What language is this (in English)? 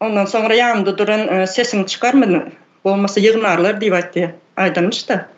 Turkmen